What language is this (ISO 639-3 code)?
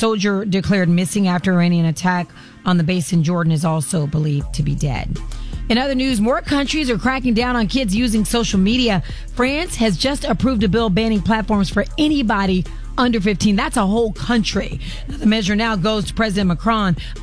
eng